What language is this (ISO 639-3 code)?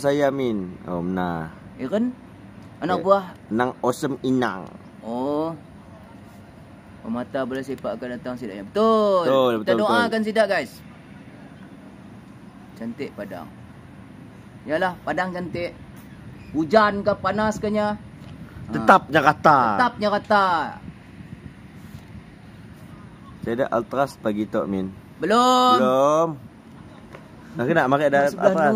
msa